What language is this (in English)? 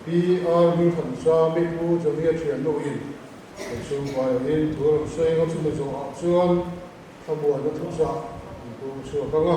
Mizo